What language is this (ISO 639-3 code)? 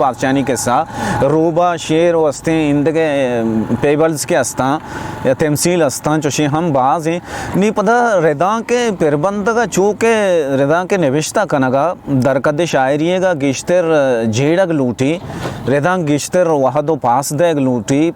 bal